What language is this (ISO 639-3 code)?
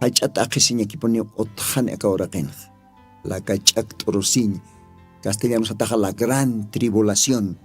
aym